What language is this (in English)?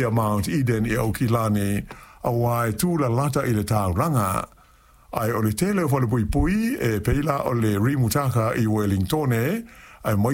Samoan